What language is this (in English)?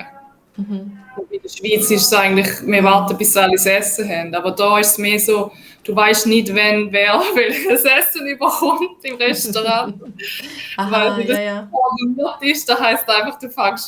Swiss German